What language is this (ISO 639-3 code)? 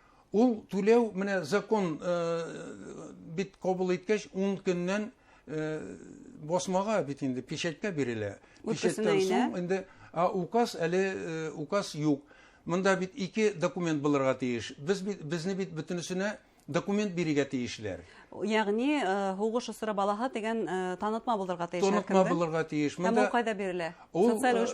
bak